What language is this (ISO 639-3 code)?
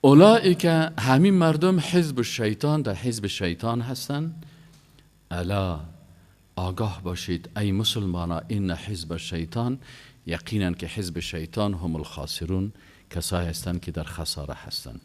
fas